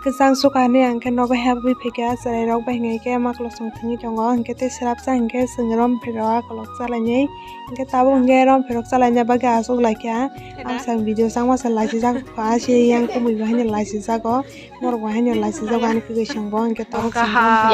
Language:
Kok Borok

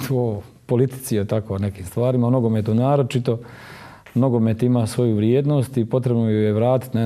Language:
Croatian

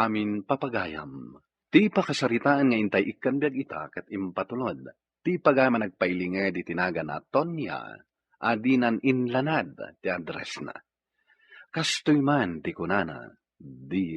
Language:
Iloko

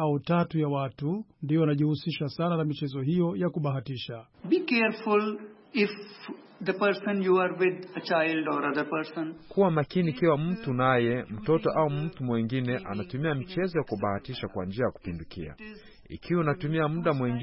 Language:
Swahili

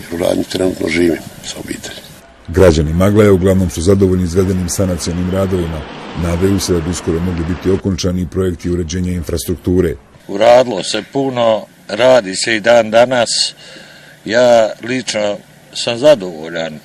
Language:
Bosnian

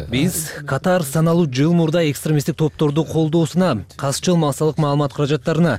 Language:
Kyrgyz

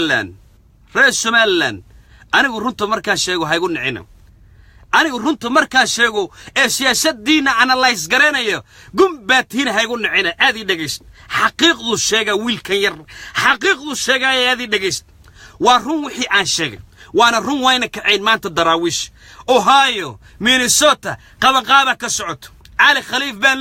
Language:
Somali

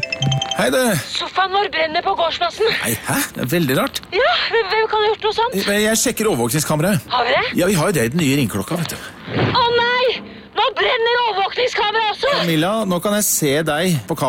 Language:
Norwegian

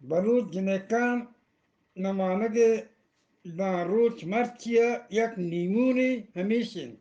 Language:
Eastern Balochi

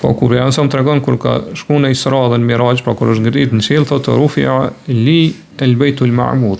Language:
Albanian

